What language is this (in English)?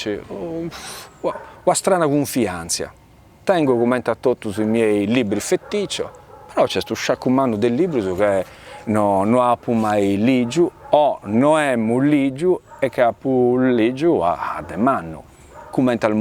Sardinian